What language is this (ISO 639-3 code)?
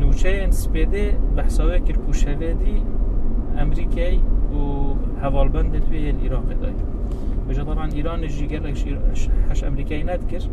kur